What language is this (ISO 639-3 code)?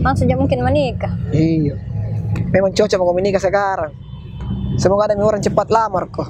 mfp